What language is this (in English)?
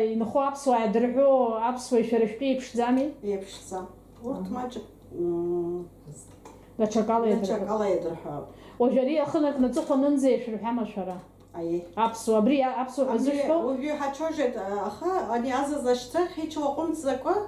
Abkhazian